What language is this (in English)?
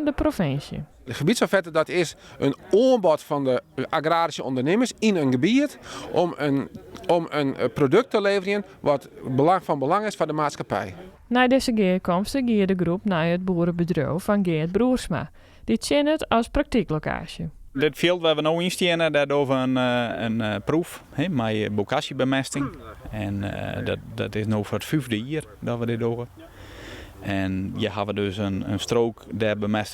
Western Frisian